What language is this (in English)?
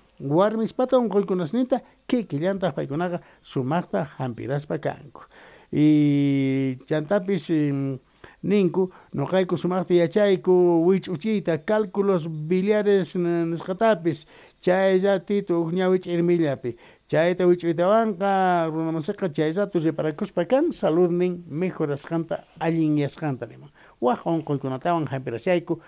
Quechua